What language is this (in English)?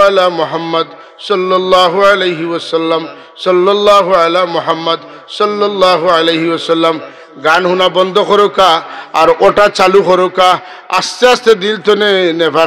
Sylheti